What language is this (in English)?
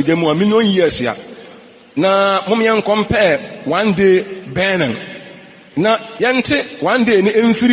Akan